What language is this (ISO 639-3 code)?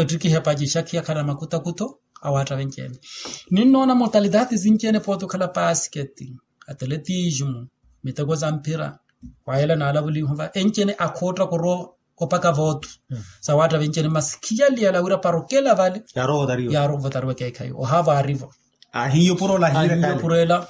vmw